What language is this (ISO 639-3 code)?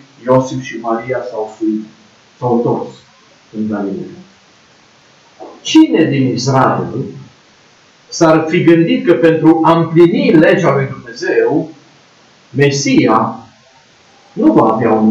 ron